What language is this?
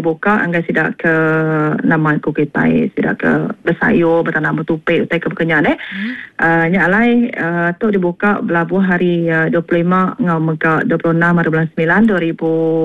Iban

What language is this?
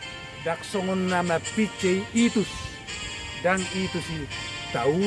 Batak Toba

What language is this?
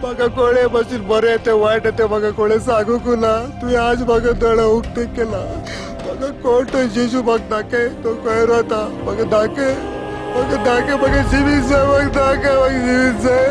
Konkani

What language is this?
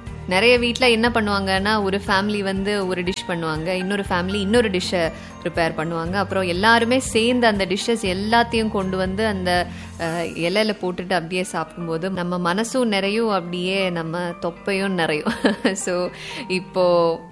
Tamil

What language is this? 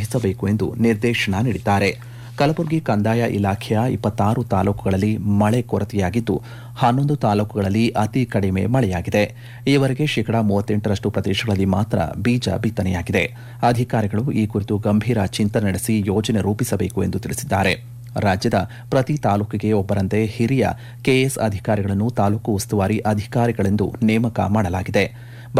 Kannada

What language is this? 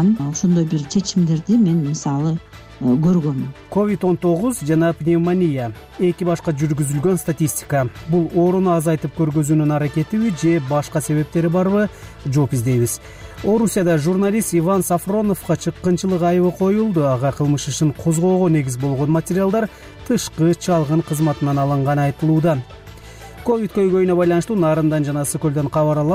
Kyrgyz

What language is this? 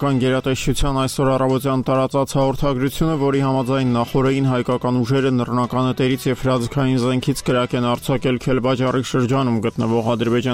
Armenian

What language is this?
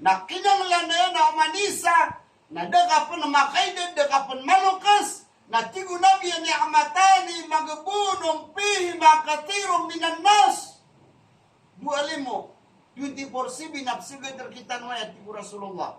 Maranao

